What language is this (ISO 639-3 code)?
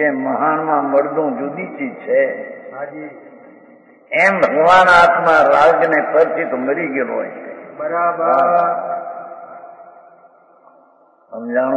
guj